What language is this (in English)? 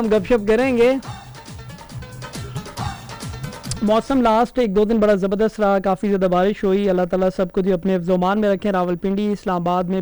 Urdu